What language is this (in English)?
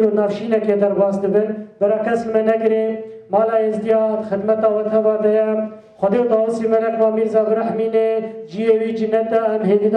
Kurdish